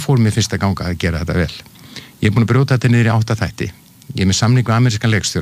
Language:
Icelandic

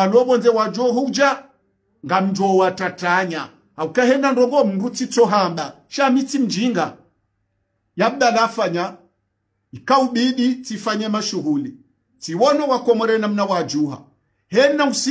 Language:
Swahili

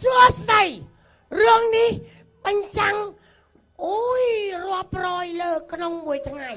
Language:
Khmer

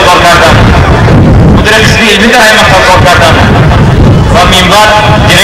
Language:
Tajik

